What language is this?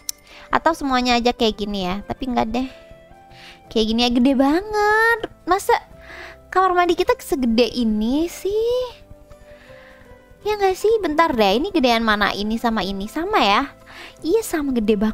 Indonesian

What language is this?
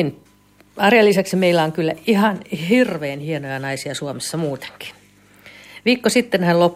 Finnish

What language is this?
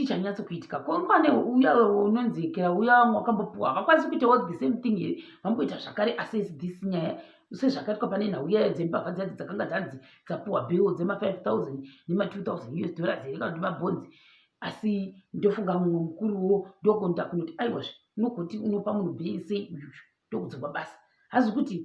Shona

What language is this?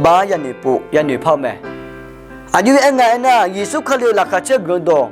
Akha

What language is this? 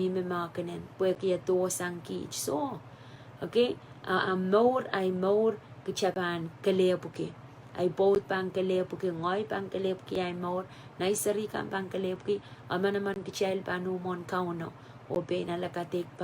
Pohnpeian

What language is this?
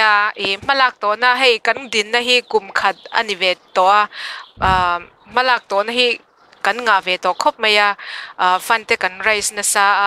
Mizo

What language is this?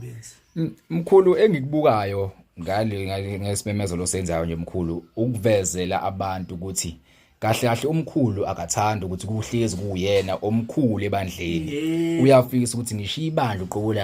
Zulu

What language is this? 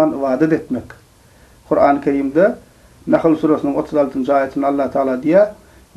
Turkmen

